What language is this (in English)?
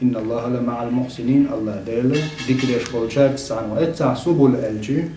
Chechen